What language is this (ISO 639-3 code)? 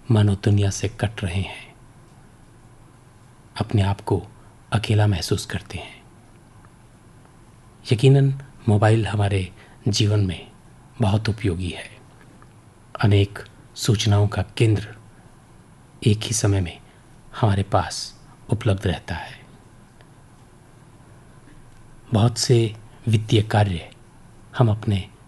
hin